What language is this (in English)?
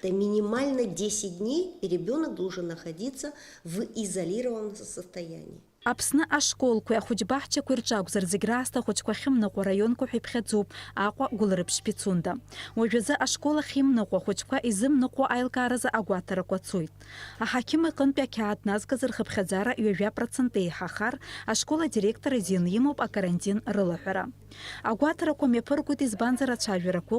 Abkhazian